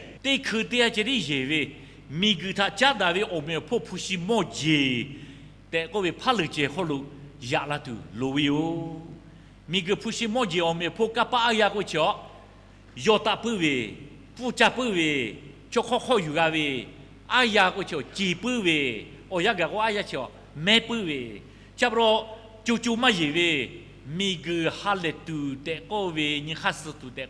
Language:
Lahu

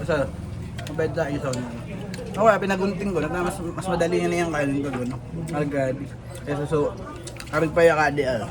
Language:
Bikol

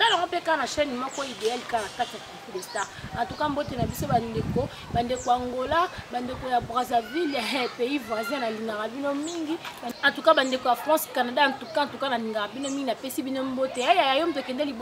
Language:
Lingala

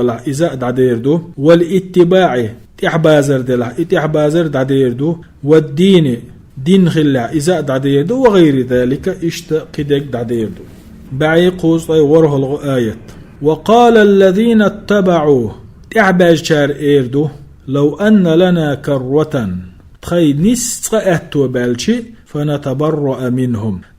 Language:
Chechen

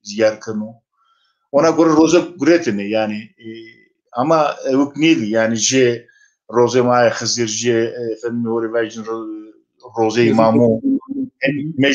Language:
Zaza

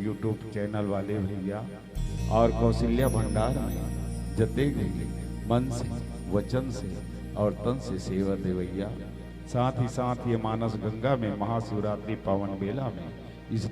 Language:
Chhattisgarhi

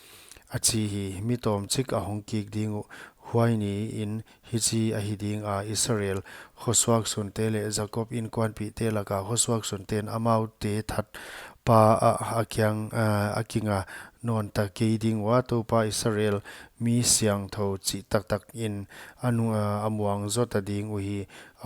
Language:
Paite Chin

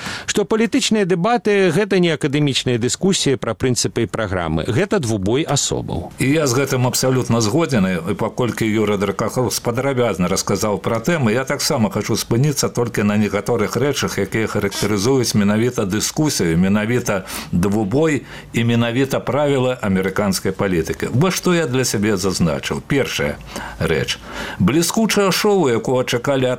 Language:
Belarusian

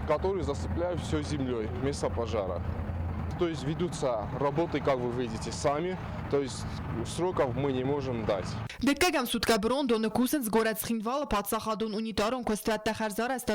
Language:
Ossetic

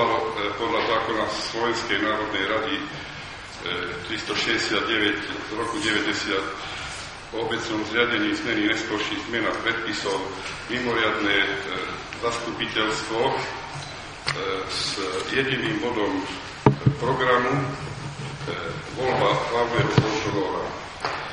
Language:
Slovak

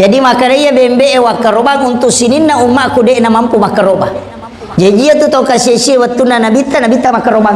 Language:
Buginese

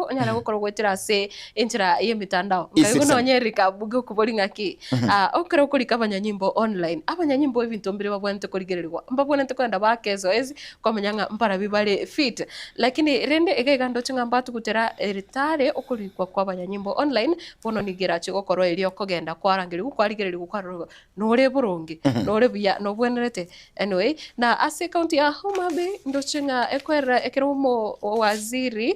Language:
Gusii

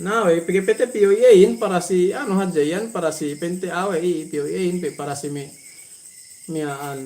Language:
Yakan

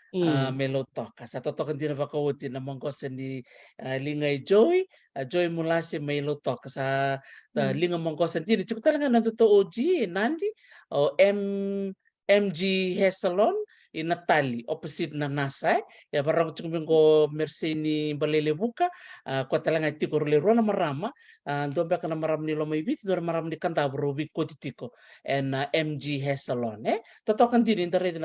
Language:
Fijian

